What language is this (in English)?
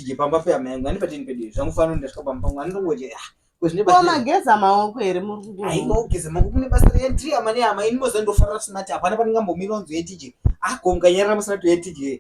Shona